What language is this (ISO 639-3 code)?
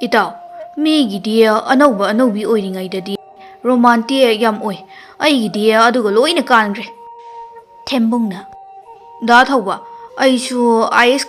mni